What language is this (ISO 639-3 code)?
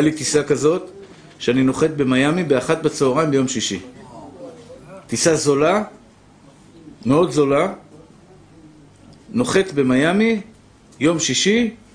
heb